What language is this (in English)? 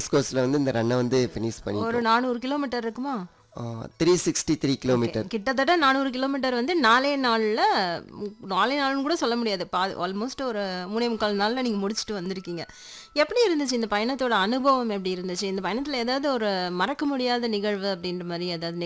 Tamil